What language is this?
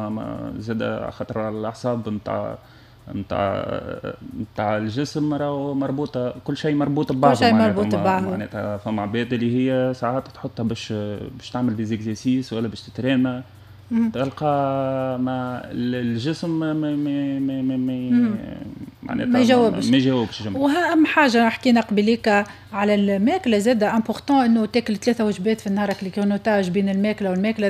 Tunisian Arabic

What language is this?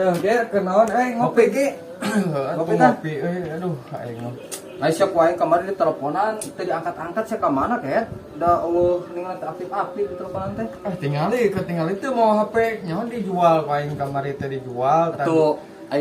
Sundanese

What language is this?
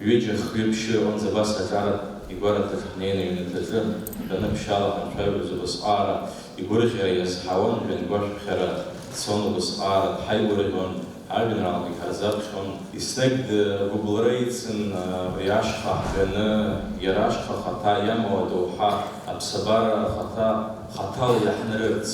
Abkhazian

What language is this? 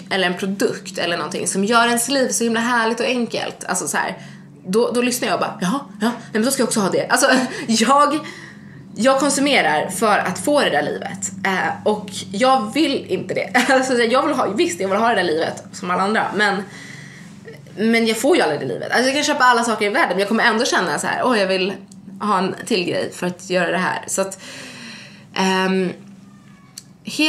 Swedish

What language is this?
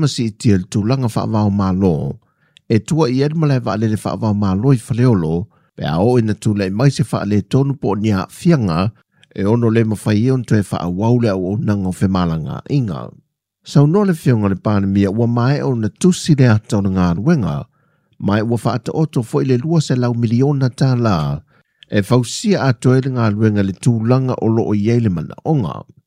Samoan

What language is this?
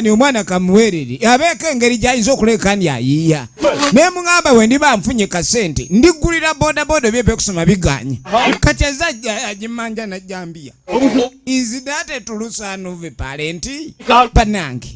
Ganda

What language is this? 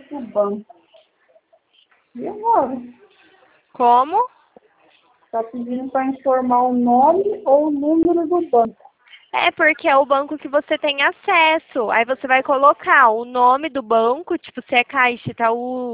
Portuguese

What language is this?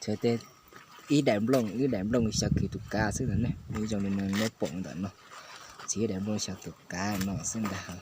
Hmong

